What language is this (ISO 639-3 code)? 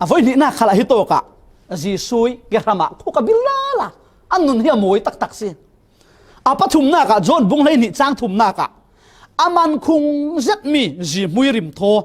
cfm